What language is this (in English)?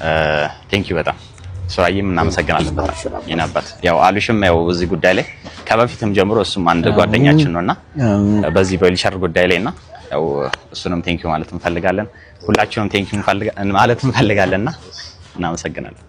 Amharic